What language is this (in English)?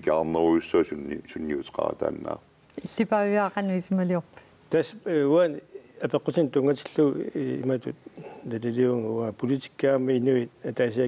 Kalaallisut